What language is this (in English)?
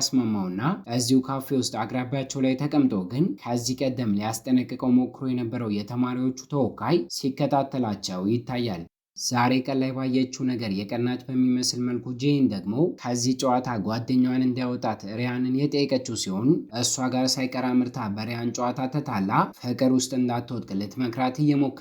Amharic